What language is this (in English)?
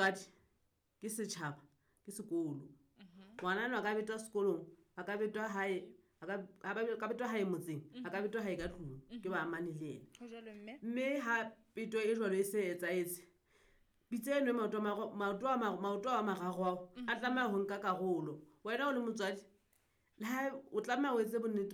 Southern Sotho